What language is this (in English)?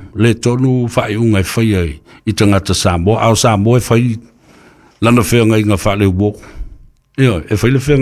Samoan